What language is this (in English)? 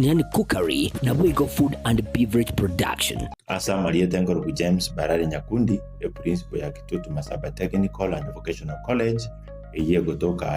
Gusii